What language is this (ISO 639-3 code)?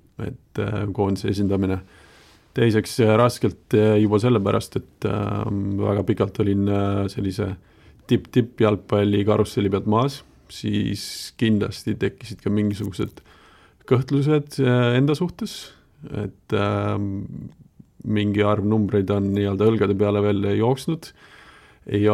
est